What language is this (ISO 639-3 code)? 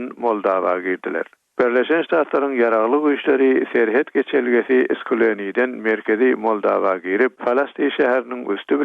tuk